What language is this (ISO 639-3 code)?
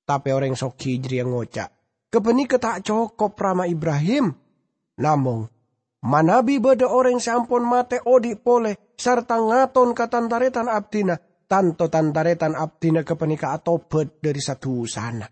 mad